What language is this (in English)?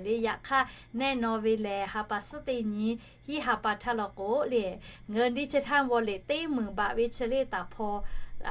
Lahu